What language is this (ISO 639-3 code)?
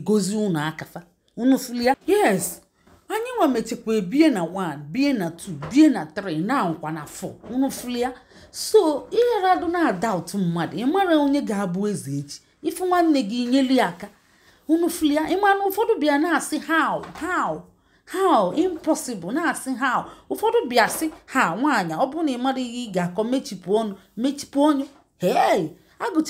ibo